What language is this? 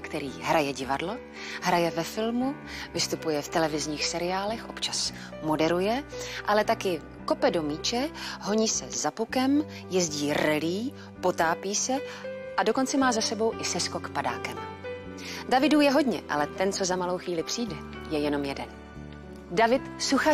Czech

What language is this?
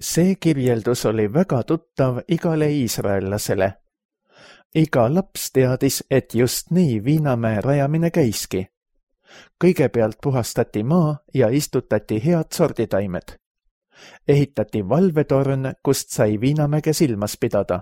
Estonian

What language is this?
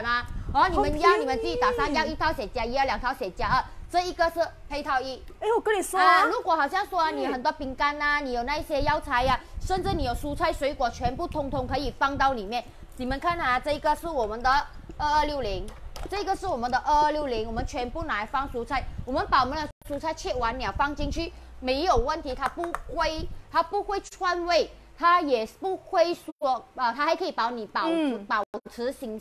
Chinese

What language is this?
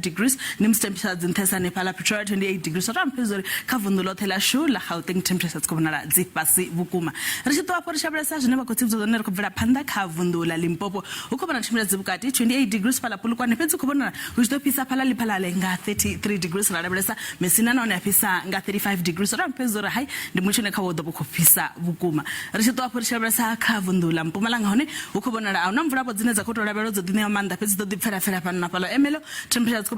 Venda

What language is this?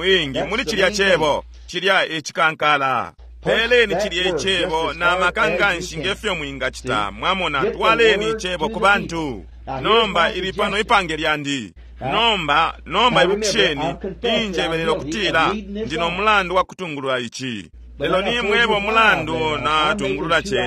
Bemba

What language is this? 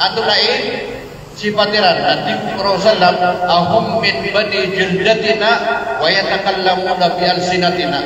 Maranao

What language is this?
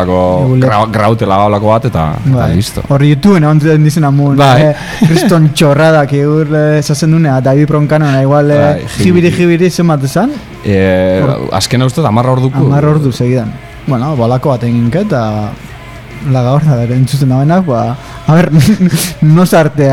Basque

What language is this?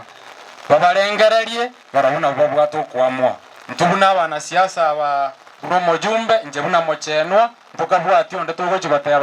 Gusii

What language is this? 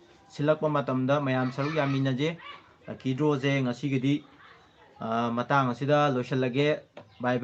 Manipuri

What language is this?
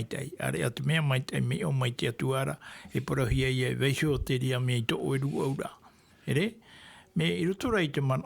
Tahitian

